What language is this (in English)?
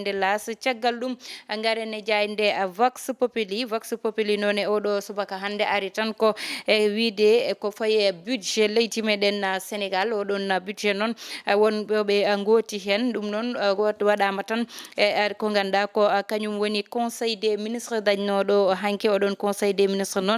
Fula